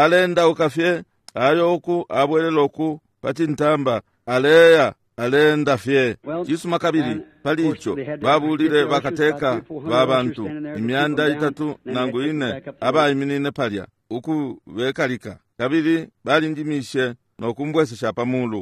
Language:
Bemba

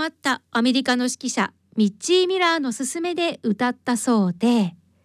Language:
Japanese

